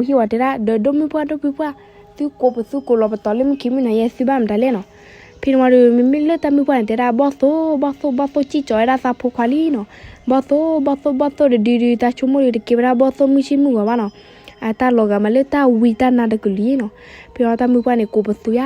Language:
S'gaw Karen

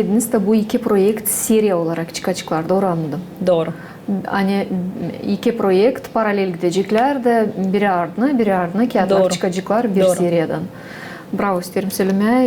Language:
Gagauz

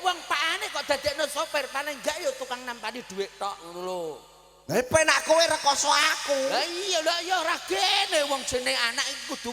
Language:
Javanese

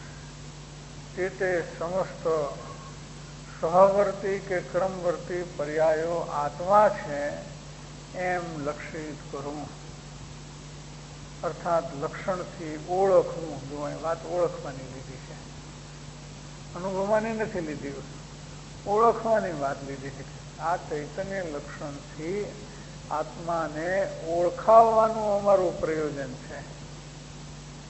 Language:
Gujarati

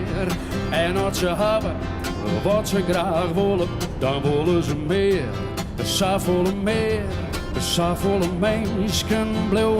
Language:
Western Frisian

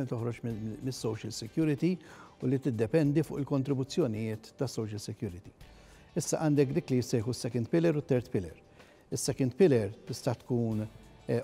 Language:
Maltese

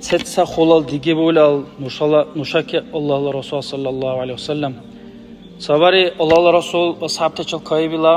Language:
Dargwa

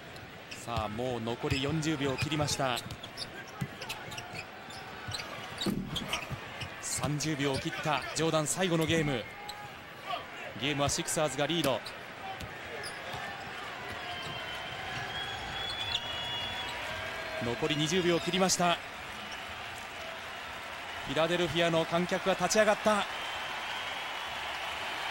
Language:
Japanese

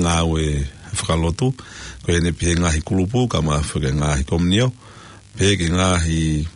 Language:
Tongan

